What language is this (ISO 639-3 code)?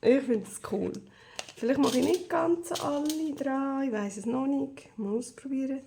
gsw